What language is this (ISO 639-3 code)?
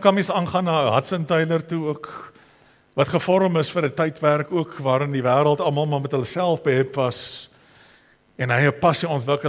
afr